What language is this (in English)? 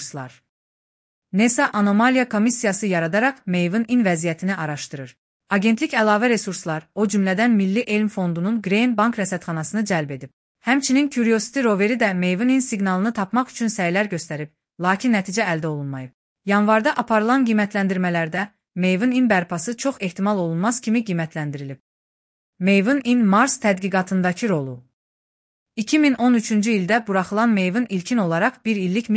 Azerbaijani